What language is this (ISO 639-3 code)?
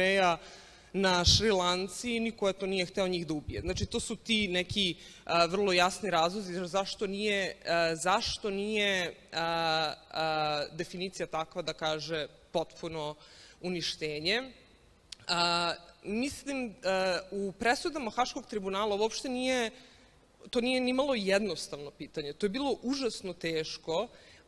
srp